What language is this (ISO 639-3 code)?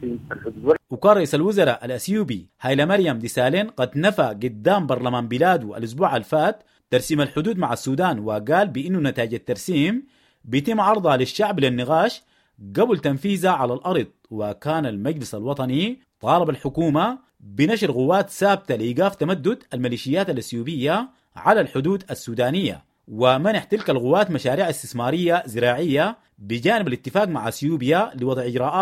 apd